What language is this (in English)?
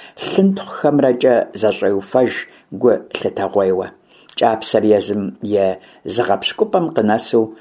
Kabardian